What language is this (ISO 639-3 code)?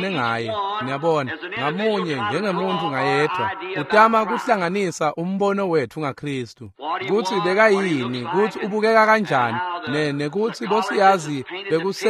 ssw